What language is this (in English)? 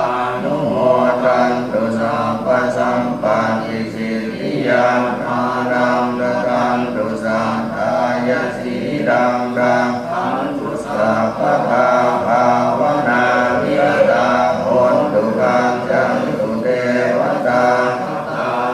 Pali